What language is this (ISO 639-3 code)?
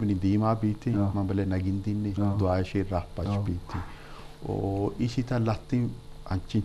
bgp